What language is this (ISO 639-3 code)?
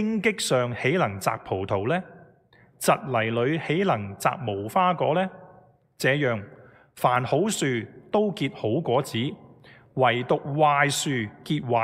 yue